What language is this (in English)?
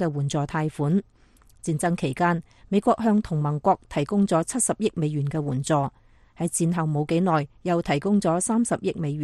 Cantonese